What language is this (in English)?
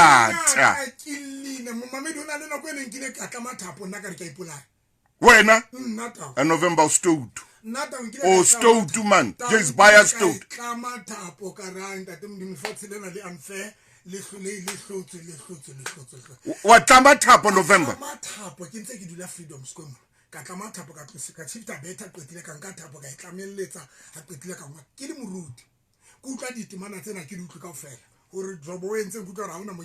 Southern Sotho